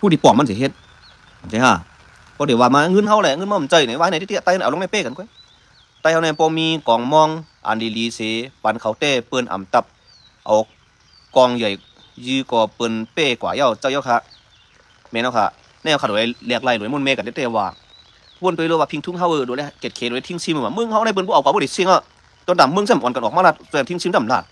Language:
Shan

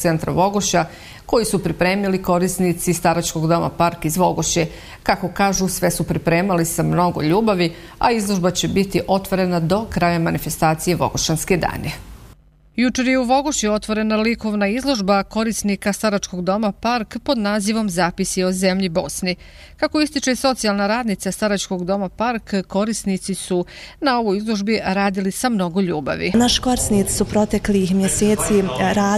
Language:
Bosnian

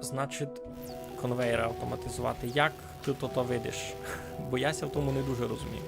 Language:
Rusyn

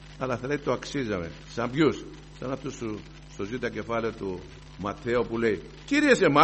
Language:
Greek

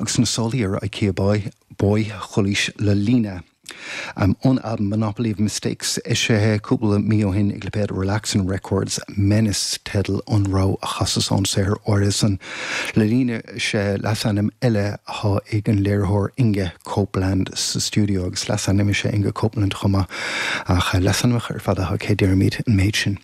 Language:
Irish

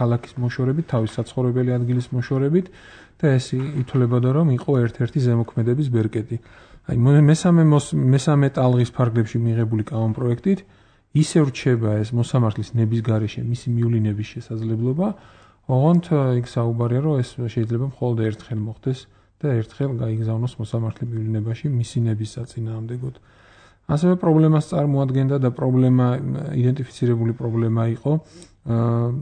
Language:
Georgian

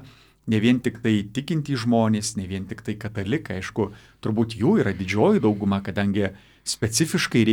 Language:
Lithuanian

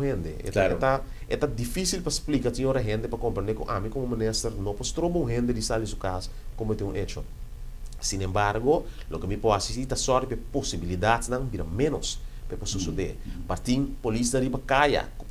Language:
Papiamento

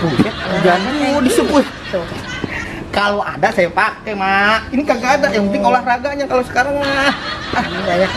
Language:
Betawi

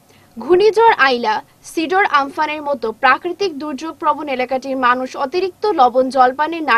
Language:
Bangla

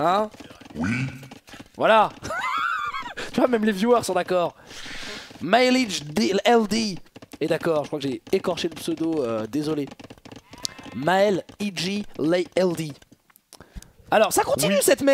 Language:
French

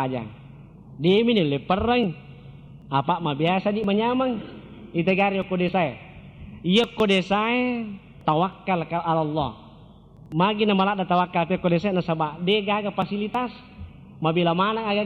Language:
Buginese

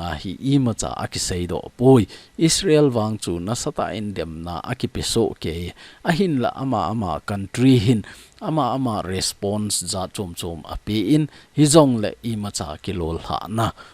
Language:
Thado Chin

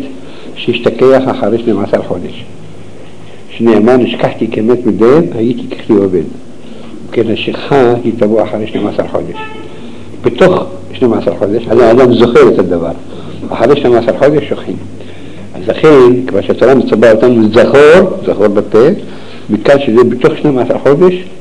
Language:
Hebrew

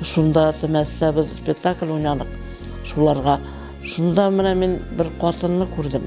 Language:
Bashkir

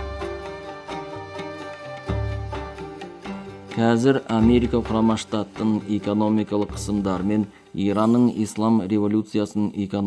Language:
Kazakh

